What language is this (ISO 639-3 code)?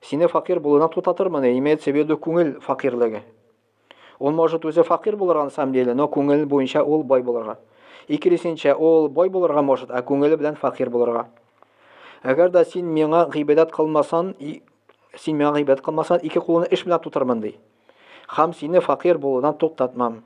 tat